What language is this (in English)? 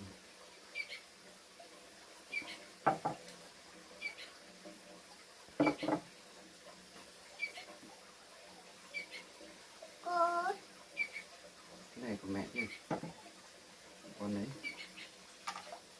Vietnamese